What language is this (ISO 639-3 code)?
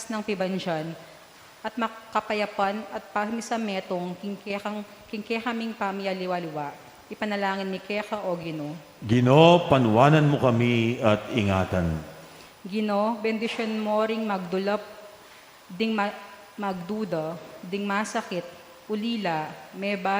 pam